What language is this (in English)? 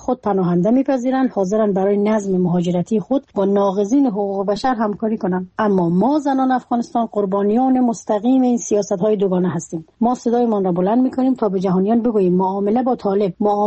Persian